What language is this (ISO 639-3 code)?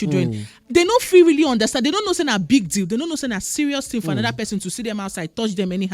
pcm